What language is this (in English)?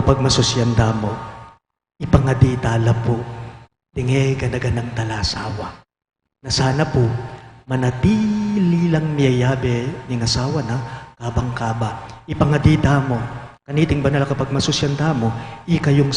Pampanga